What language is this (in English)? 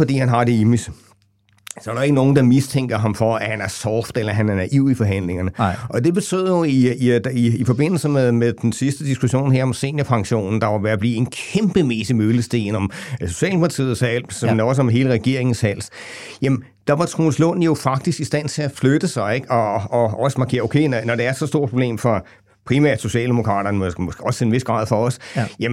Danish